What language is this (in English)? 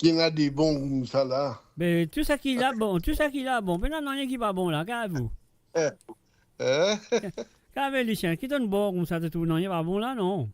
Morisyen